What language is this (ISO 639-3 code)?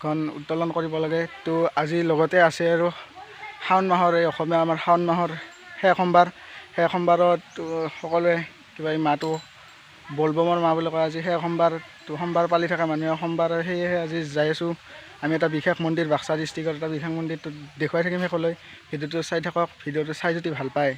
asm